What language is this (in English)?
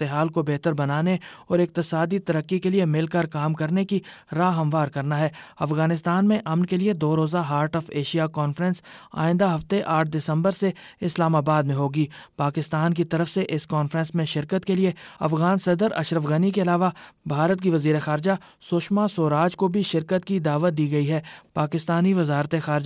Urdu